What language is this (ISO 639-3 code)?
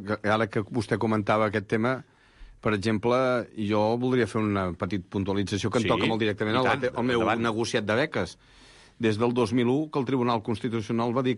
cat